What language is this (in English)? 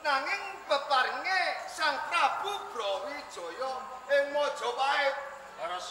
Javanese